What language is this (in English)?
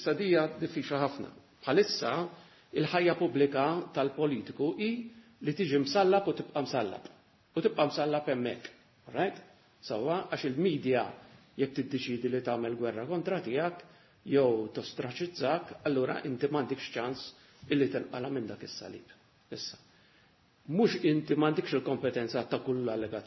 Maltese